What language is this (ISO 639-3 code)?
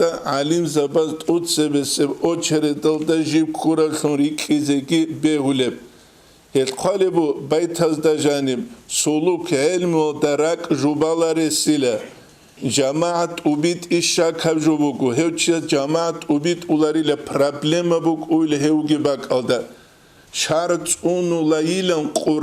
ava